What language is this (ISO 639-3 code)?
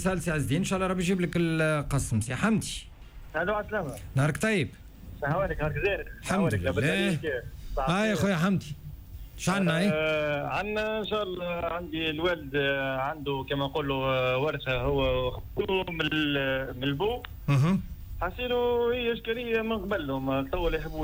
aeb